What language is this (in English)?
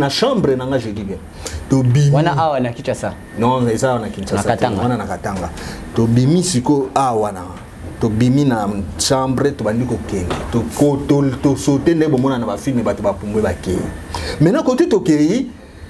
Lingala